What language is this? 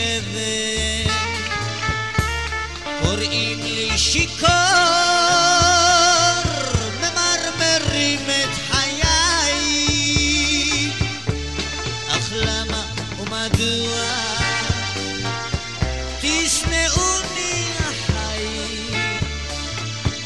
Hebrew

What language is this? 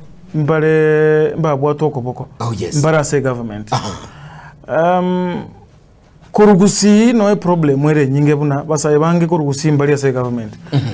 Gusii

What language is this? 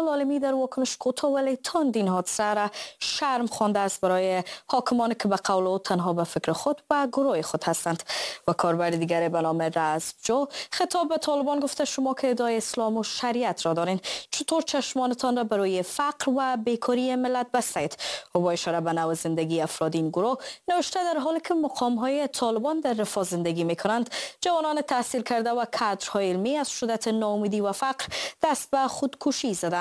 Persian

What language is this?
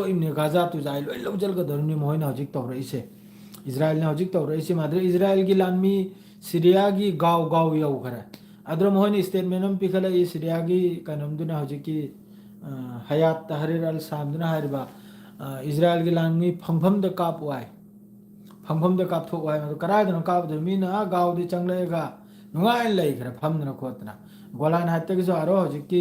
Manipuri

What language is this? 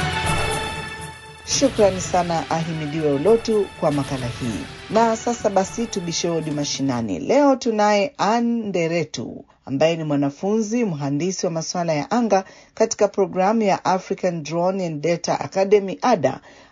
Swahili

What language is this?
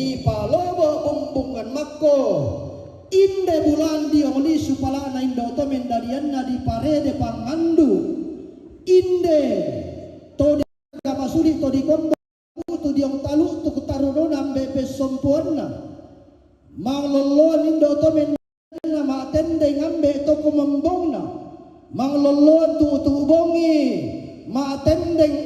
Toraja-Sa'dan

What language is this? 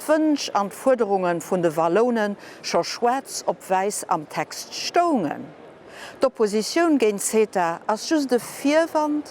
Luxembourgish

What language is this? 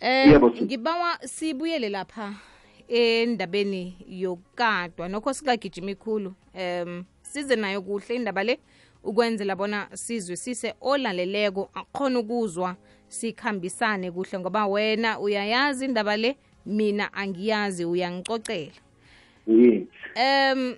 South Ndebele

